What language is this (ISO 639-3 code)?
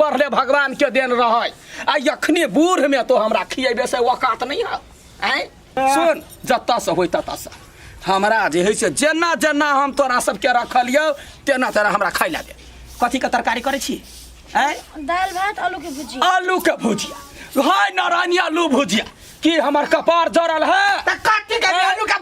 mai